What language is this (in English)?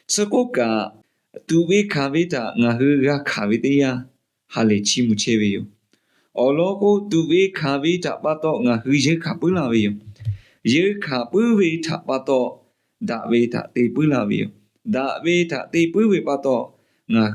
Lahu